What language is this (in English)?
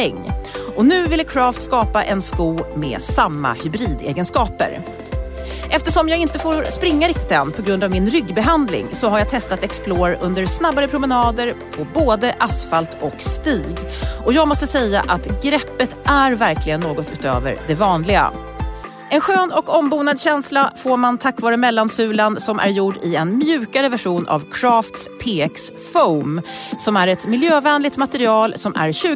Swedish